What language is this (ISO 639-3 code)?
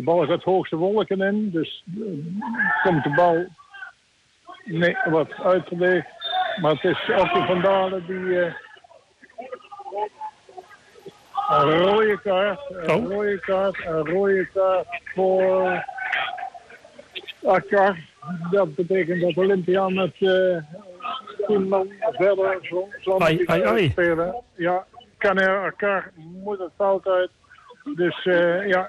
nld